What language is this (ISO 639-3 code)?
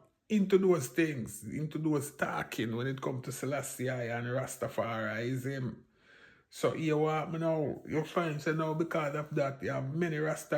jam